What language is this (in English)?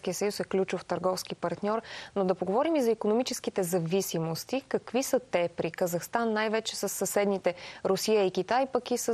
Bulgarian